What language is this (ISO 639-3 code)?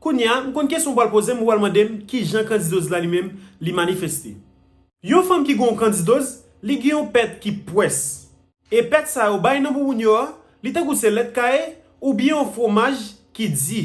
hat